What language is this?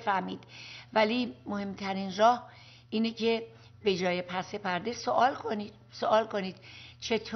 Persian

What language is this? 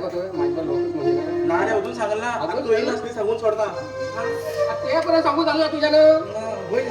Konkani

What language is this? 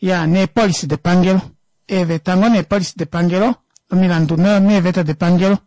Kuanyama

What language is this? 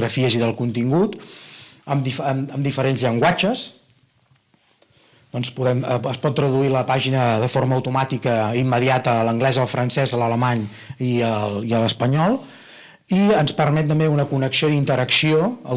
Catalan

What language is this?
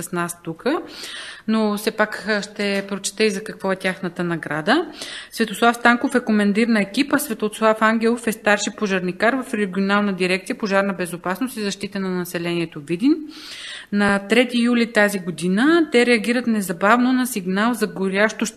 Bulgarian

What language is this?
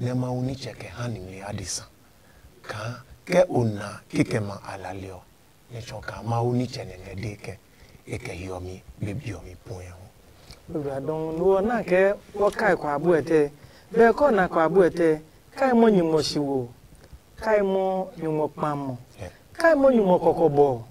Adangme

